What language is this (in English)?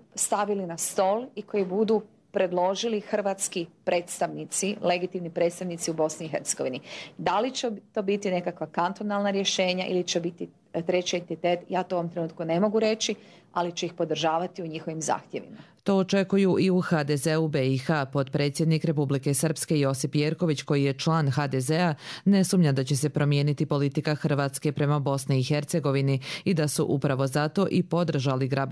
Croatian